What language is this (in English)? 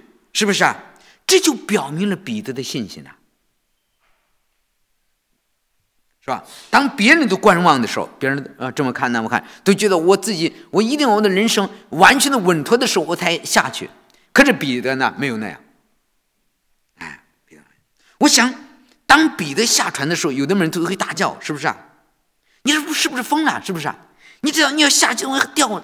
Chinese